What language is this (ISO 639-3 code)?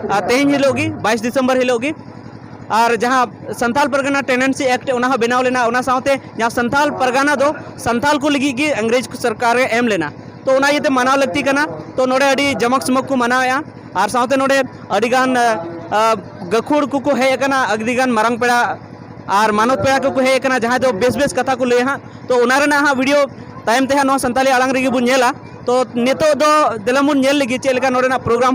sat